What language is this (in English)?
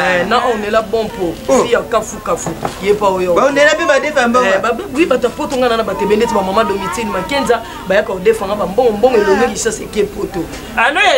Lingala